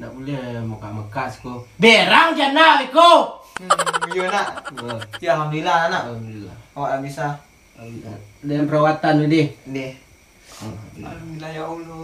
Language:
Minangkabau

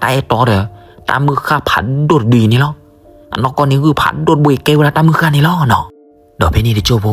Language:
S'gaw Karen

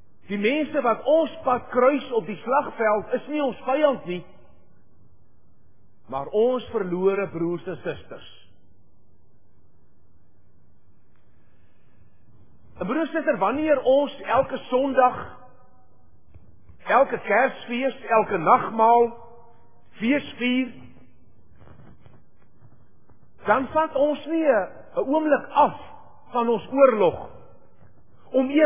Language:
Afrikaans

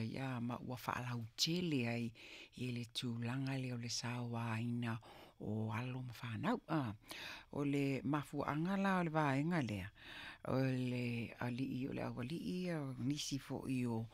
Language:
Samoan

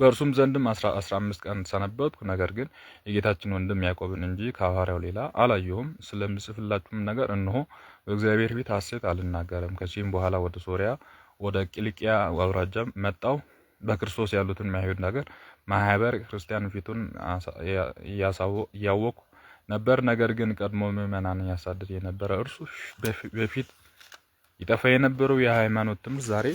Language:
Amharic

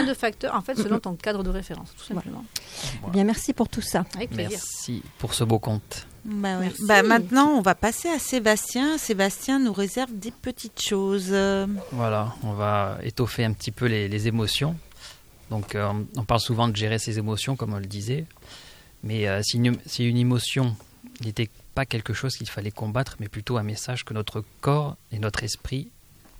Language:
French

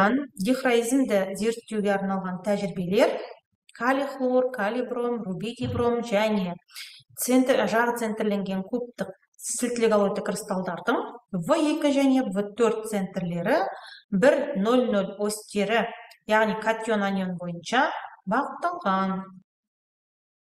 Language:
Kazakh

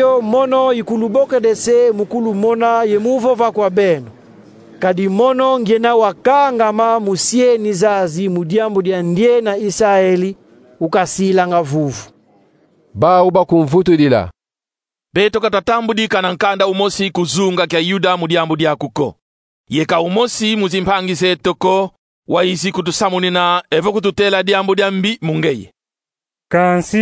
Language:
Kongo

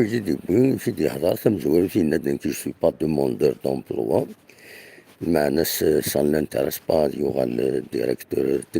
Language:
Kabyle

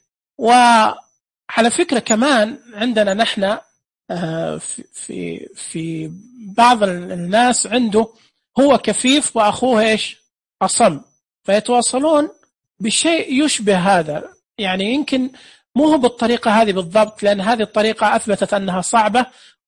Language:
Najdi Arabic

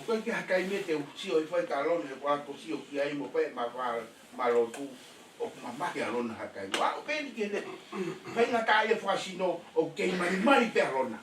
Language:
Tongan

